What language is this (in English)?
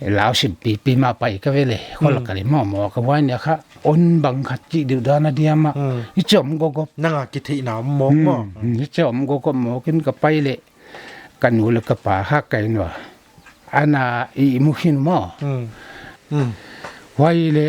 Paite Chin